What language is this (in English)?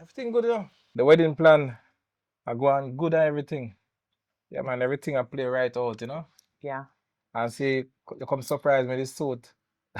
Jamaican Creole English